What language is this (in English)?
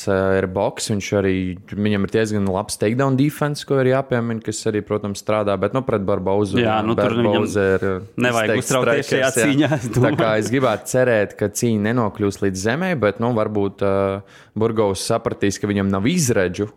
Latvian